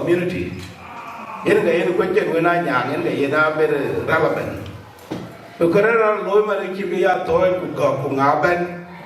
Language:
Dinka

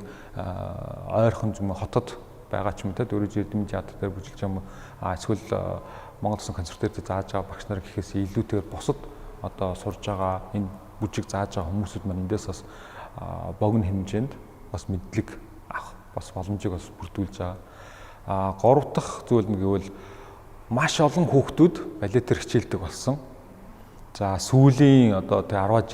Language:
Mongolian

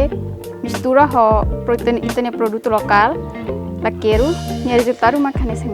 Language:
Tetum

